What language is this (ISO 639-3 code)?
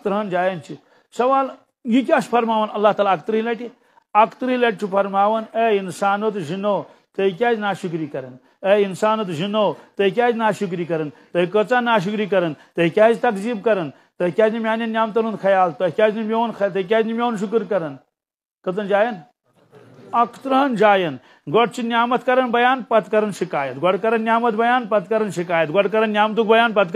kas